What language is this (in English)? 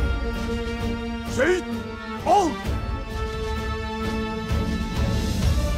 Turkish